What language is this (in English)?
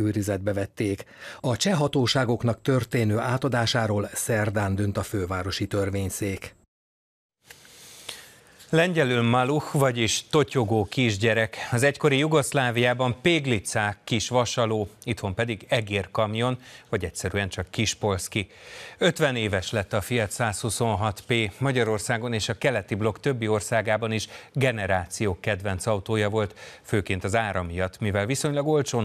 Hungarian